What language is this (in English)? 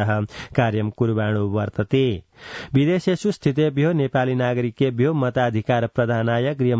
Sanskrit